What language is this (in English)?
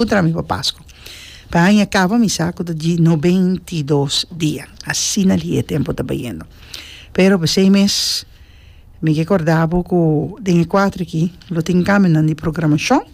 Papiamento